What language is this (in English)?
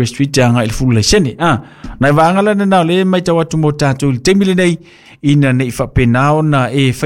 Samoan